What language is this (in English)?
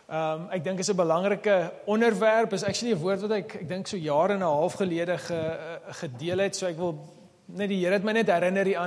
Afrikaans